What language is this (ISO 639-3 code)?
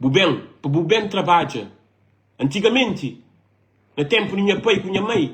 kea